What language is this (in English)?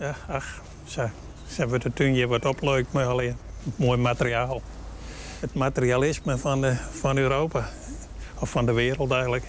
Western Frisian